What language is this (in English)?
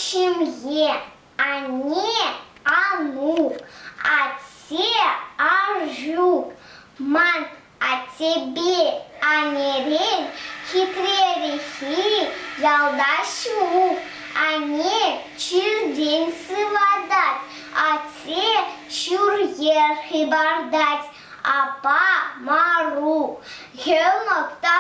Chuvash